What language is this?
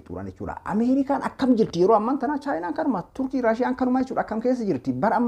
Oromo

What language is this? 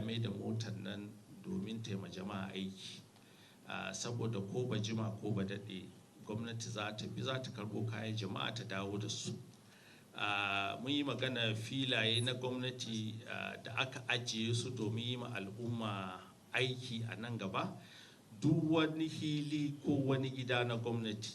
Hausa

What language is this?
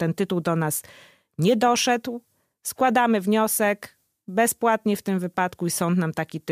Polish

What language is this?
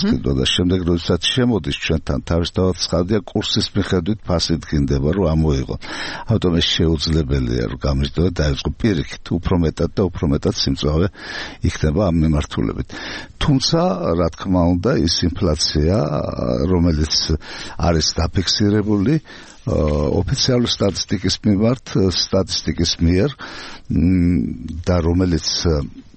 Georgian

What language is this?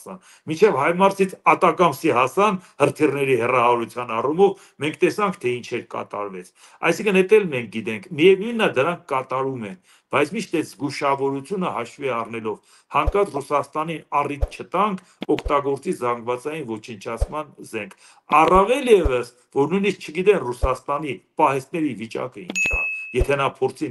Armenian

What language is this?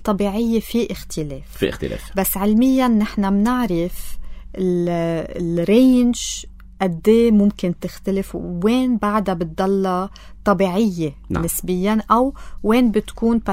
North Levantine Arabic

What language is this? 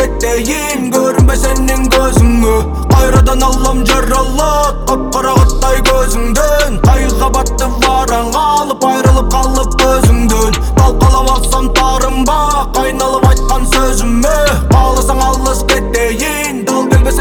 Kazakh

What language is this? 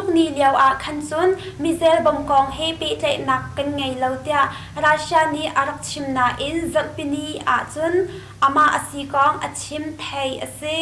Hakha Chin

